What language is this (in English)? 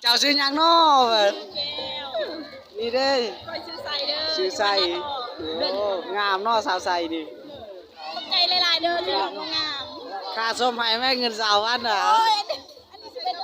Lao